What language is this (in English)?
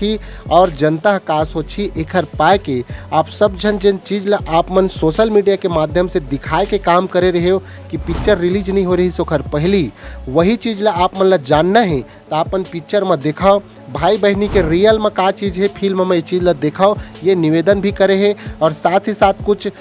Chhattisgarhi